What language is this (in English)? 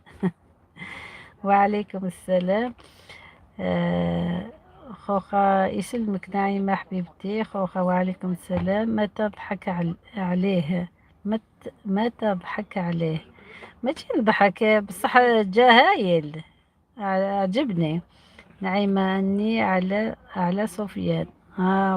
Algerian Arabic